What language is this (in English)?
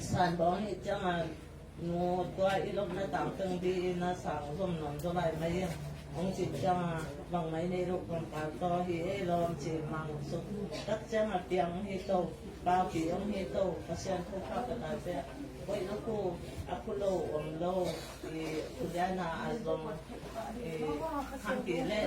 Tedim Chin